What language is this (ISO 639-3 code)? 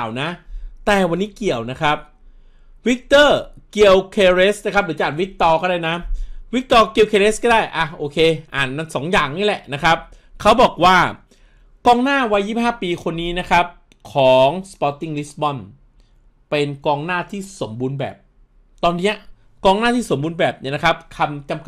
tha